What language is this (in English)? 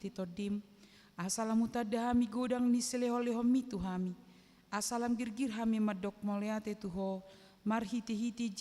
Batak Toba